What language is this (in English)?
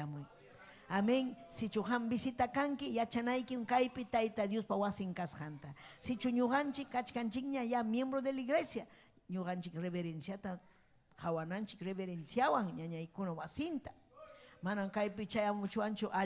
Ayacucho Quechua